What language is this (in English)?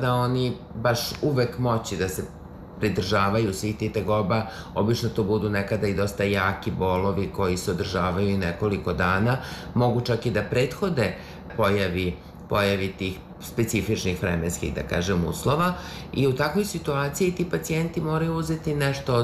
Serbian